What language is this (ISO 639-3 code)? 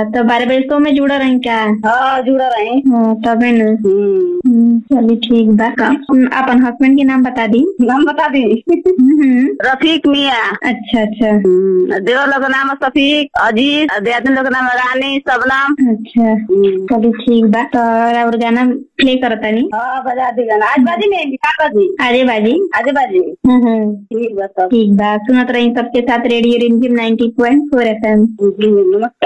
bho